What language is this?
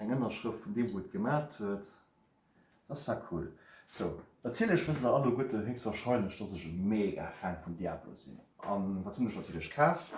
Luxembourgish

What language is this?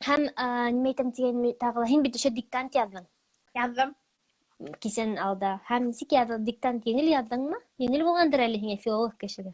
Bashkir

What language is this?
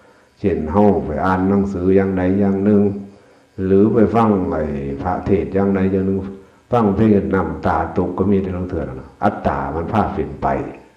Northeastern Thai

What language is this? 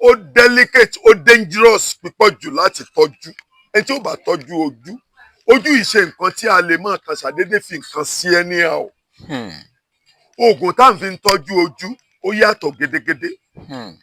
Yoruba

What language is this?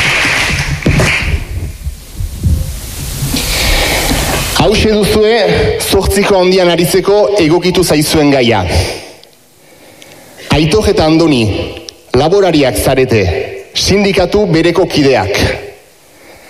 Basque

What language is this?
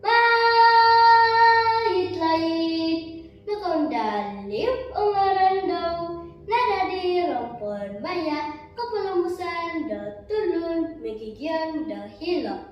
Central Dusun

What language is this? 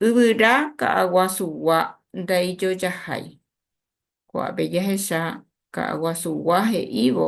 Guarani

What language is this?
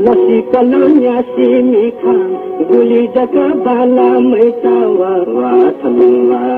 Newari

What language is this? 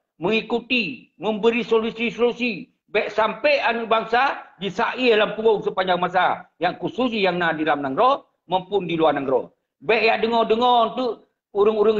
Achinese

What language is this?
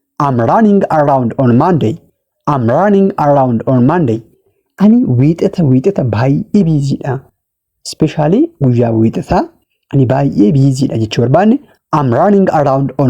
Oromo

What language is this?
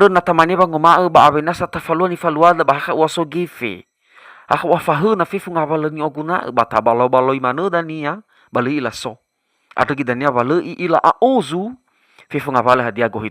Nias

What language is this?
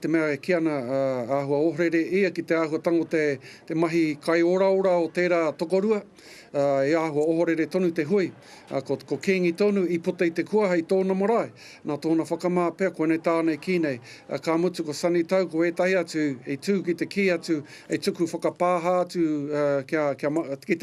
Māori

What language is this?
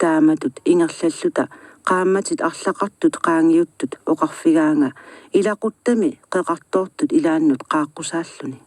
Kalaallisut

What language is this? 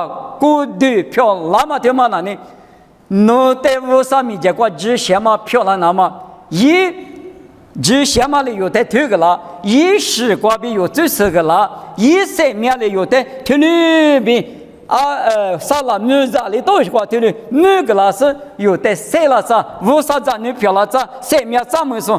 Lisu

